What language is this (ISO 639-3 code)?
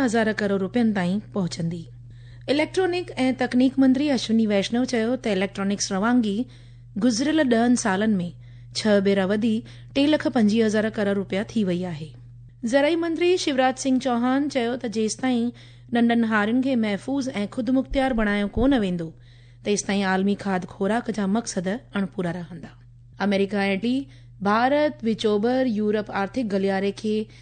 snd